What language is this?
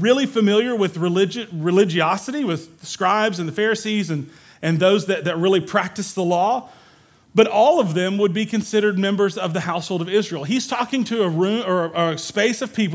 English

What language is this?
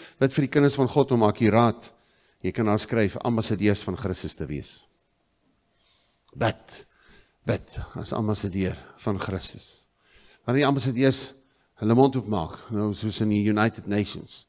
Afrikaans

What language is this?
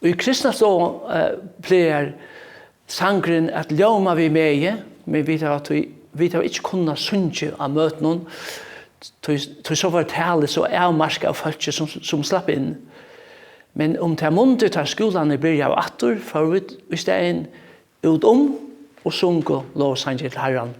Faroese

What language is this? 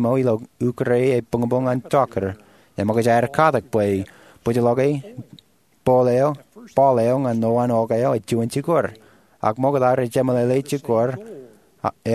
Marshallese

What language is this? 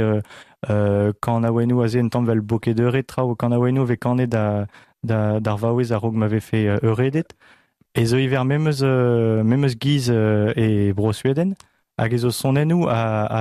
Breton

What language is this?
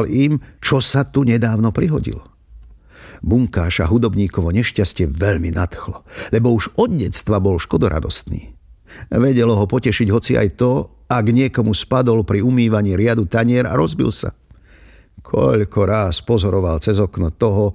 Slovak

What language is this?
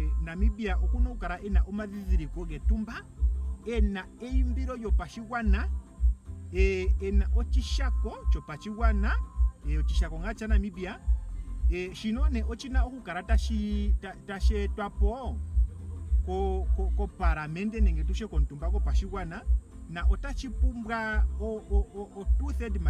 Ndonga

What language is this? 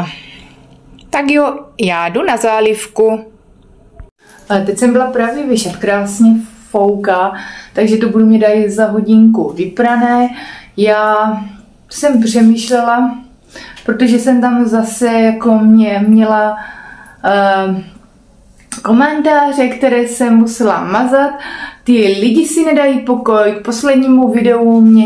Czech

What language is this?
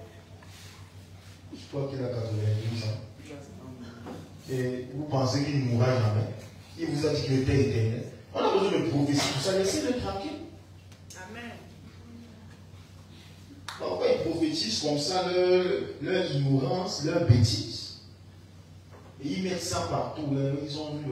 French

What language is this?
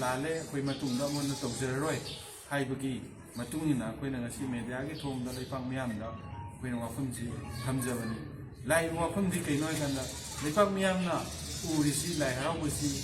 Manipuri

